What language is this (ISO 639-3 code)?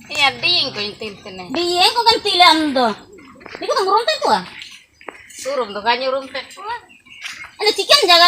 hoc